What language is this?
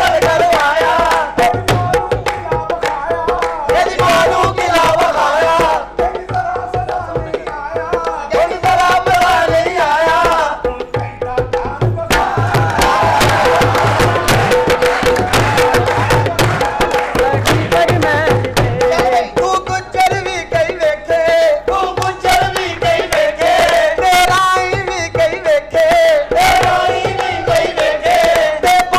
Punjabi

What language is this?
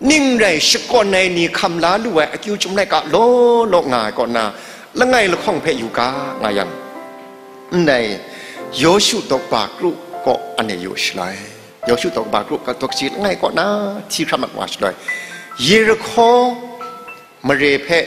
Kachin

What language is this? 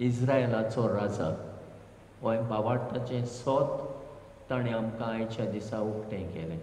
Konkani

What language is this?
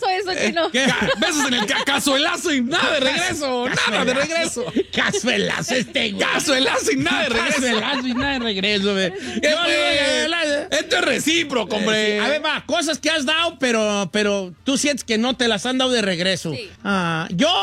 Spanish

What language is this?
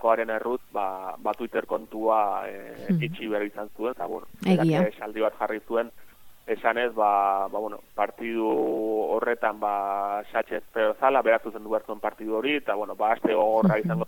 Basque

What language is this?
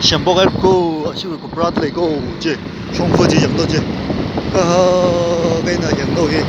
Tangkhul Naga (India)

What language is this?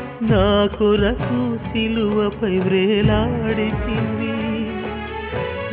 Telugu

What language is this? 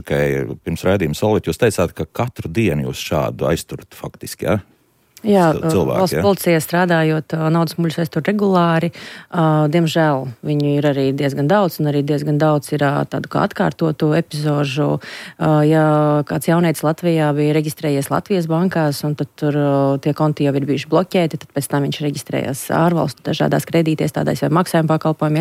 Latvian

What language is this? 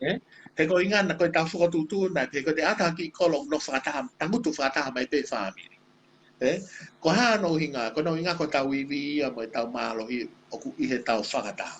Tongan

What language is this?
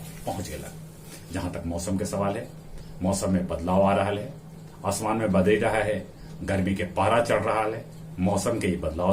Magahi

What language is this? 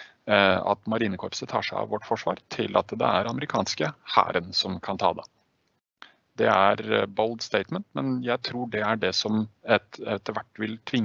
Norwegian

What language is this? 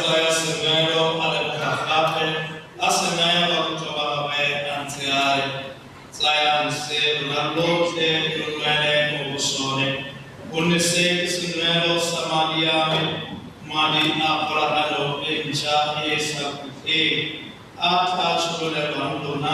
Tswana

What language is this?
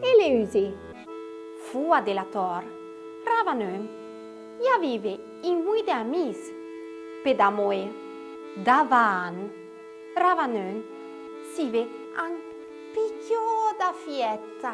Arpitan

